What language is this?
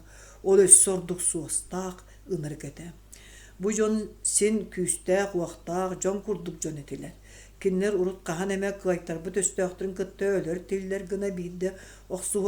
Yakut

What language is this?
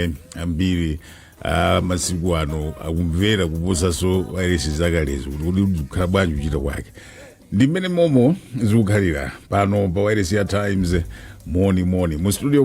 Nyanja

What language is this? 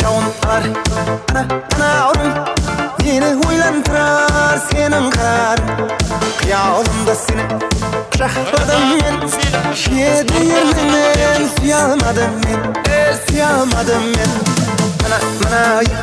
Kara-Kalpak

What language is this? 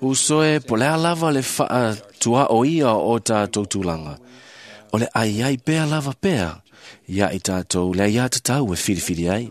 Samoan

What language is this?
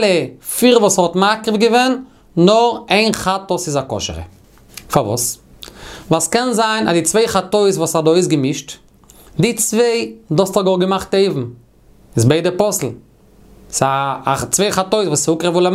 Yiddish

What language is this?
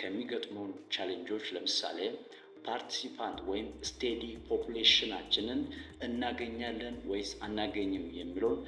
Amharic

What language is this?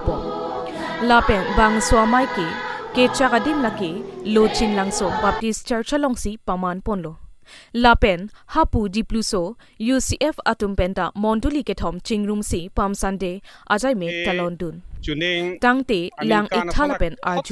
Karbi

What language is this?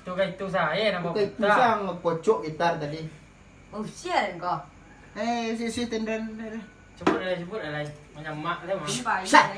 Minangkabau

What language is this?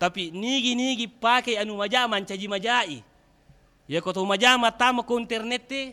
Buginese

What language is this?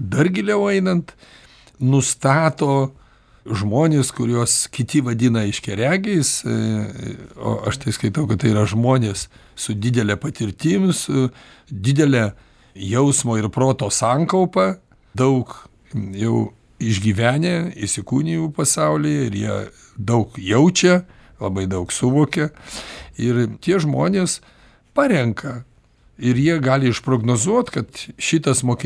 Lithuanian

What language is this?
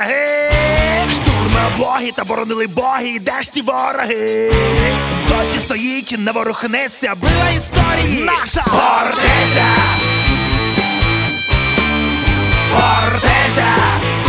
Ukrainian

